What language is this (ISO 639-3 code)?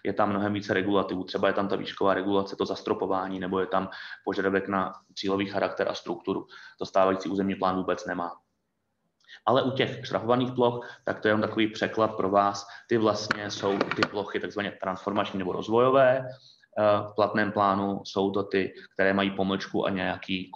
ces